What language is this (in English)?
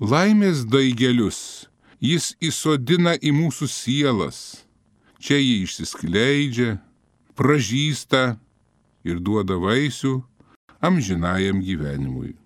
Lithuanian